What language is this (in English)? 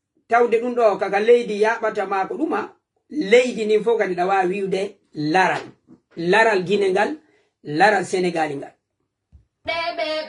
Fula